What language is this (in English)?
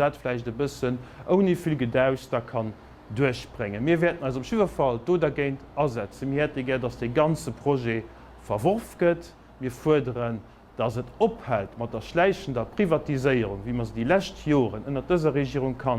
Luxembourgish